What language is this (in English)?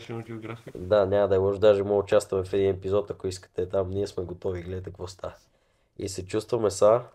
Bulgarian